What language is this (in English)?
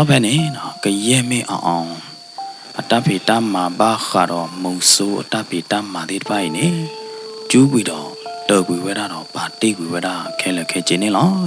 S'gaw Karen